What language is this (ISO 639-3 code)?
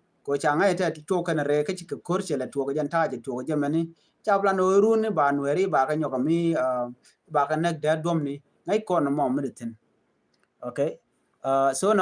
nus